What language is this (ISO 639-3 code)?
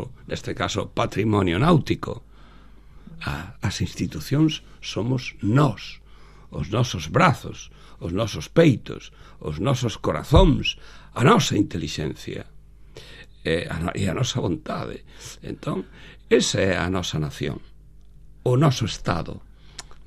glg